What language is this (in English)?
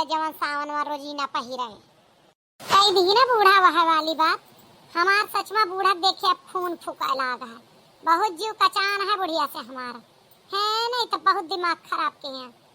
Awadhi